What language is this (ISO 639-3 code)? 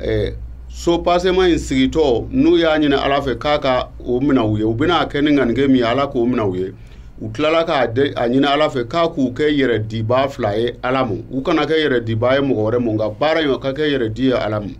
bam